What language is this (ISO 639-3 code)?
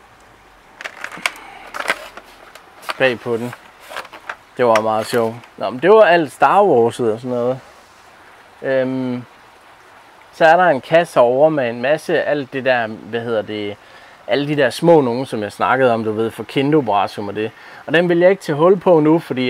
dan